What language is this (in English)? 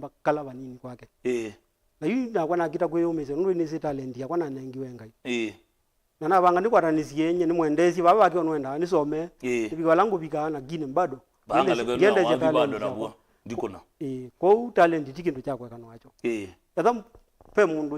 Kamba